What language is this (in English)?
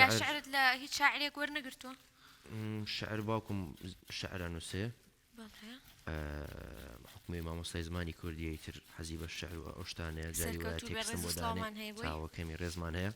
Central Kurdish